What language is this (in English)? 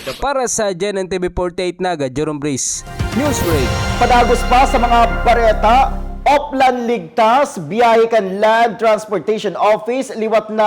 Bikol